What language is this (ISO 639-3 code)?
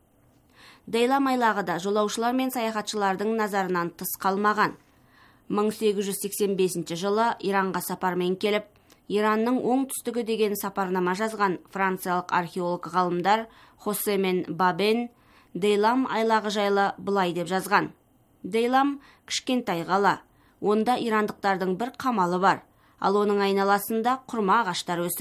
kaz